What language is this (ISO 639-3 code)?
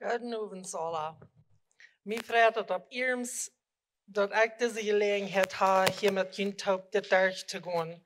pdt